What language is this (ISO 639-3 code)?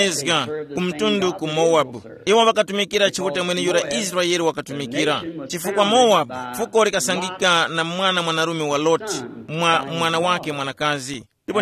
tum